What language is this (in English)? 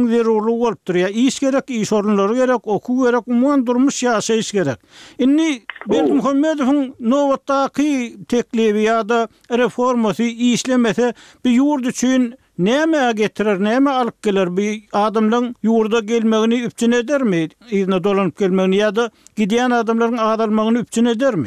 Turkmen